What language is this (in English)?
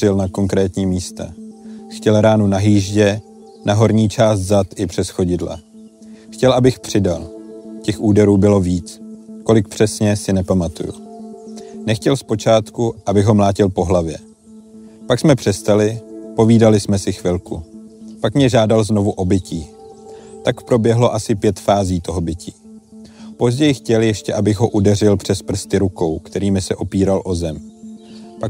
Czech